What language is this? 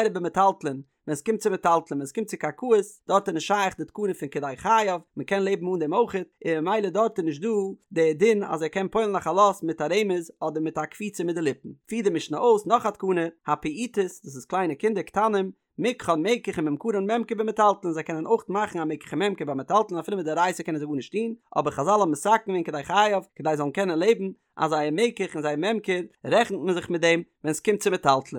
Yiddish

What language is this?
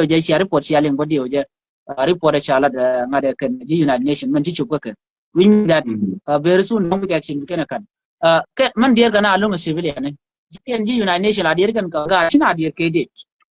Nuer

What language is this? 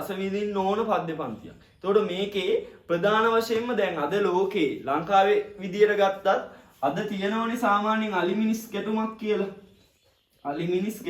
Sinhala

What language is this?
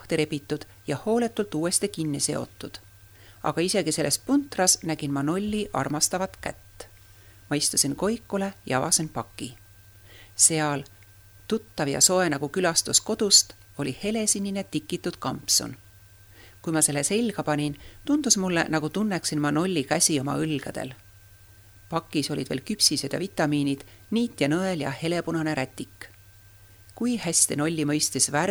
Estonian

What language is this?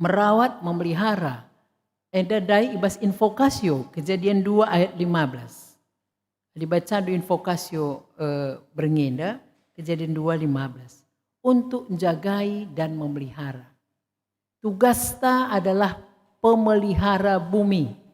Batak Karo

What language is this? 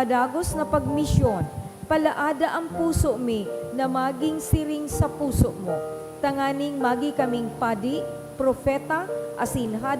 Bikol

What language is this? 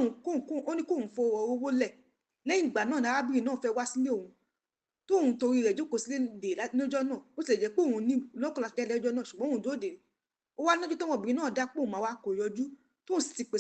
Yoruba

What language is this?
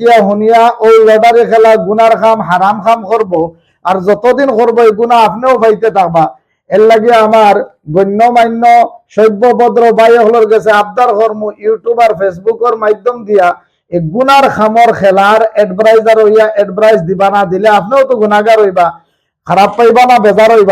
Sylheti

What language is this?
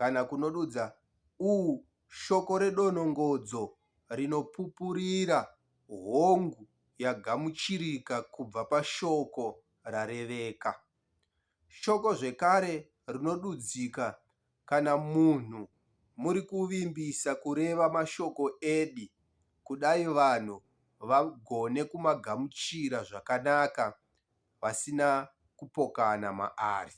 Shona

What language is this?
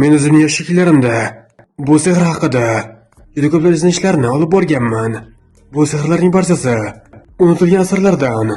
Uzbek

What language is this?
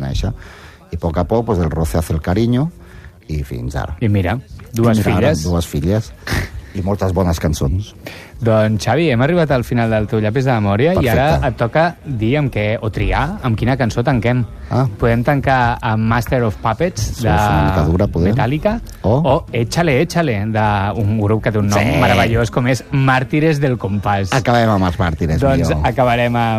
Catalan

